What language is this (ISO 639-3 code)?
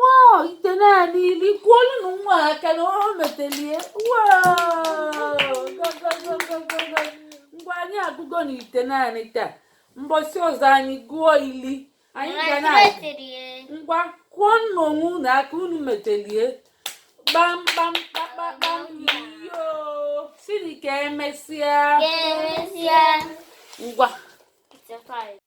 ibo